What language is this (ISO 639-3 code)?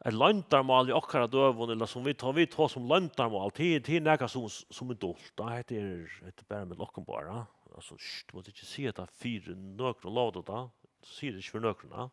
fao